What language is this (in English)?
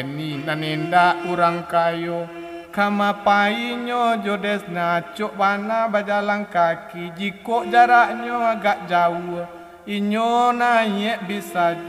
Minangkabau